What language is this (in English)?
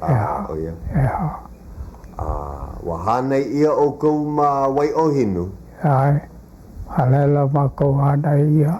Hawaiian